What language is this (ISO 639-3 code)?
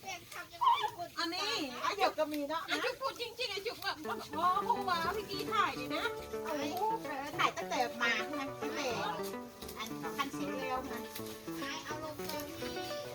lao